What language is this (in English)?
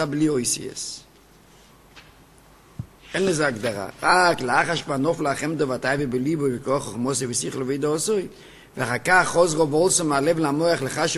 Hebrew